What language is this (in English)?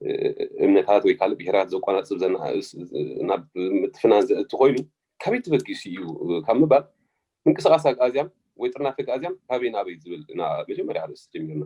Tigrinya